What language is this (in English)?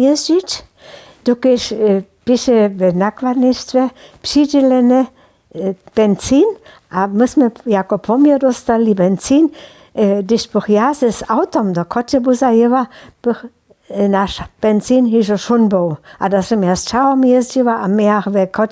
Upper Sorbian